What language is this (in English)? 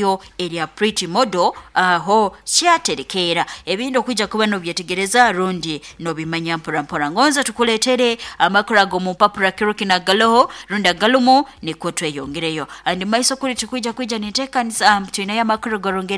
Nyoro